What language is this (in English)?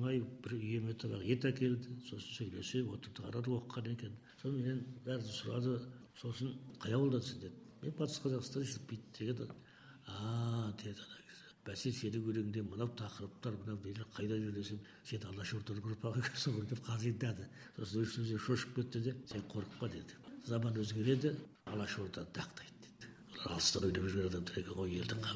Kazakh